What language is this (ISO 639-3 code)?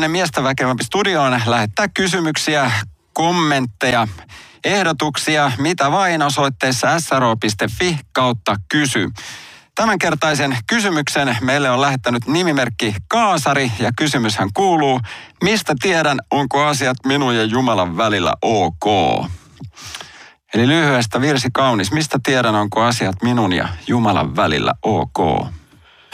fin